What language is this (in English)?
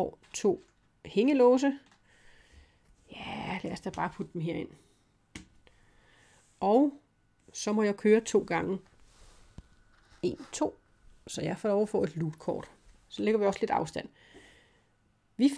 Danish